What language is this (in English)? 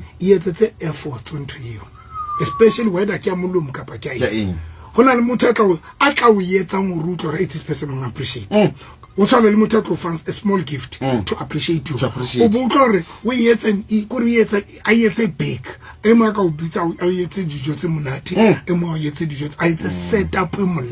Southern Sotho